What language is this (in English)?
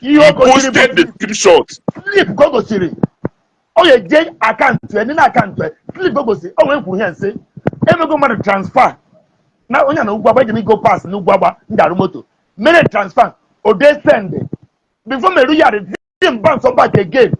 Igbo